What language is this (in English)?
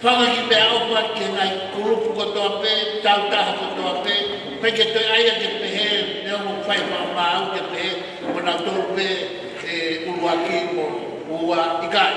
Tongan